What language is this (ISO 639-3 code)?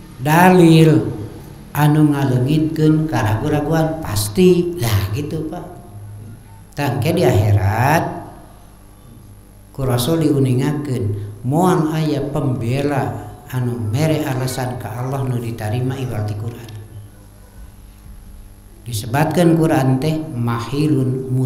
sun